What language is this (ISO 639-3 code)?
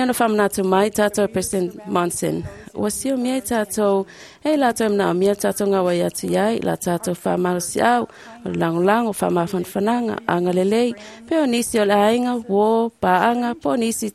smo